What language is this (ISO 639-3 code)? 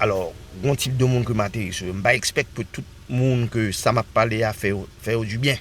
hat